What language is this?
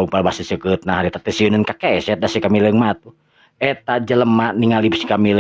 Sundanese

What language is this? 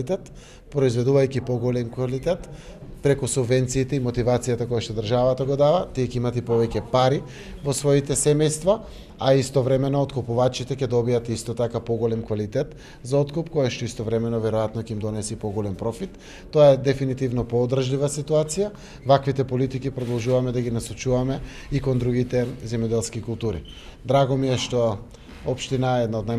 Macedonian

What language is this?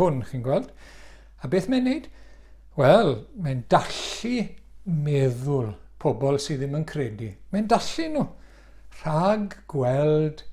Welsh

